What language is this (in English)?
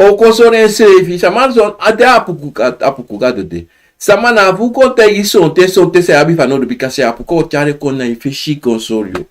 Sranan Tongo